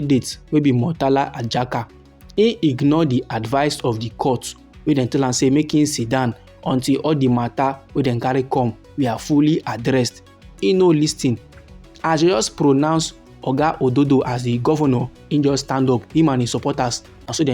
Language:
Nigerian Pidgin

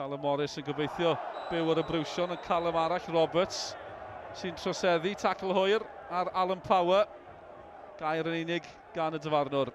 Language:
Welsh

